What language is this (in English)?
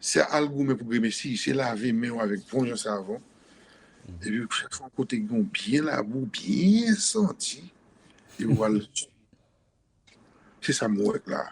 Haitian Creole